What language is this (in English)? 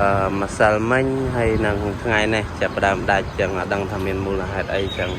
Khmer